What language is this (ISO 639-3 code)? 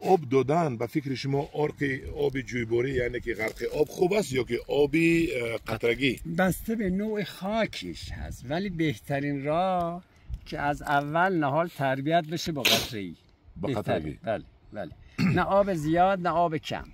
tgk